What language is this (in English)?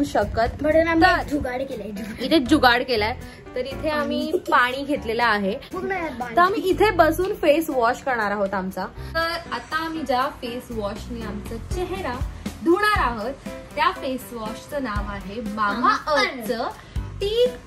Marathi